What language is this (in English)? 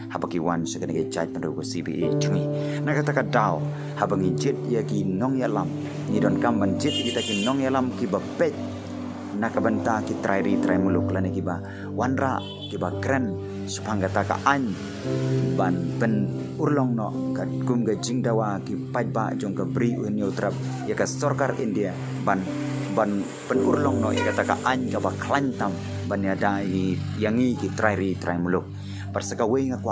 Khasi